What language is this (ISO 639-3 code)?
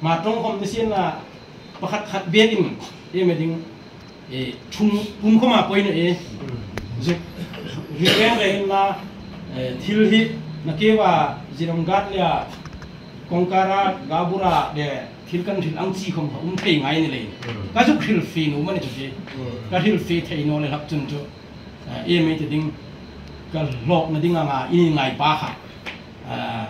hmr